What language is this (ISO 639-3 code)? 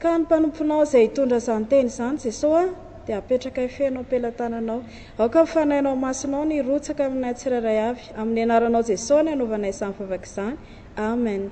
mlg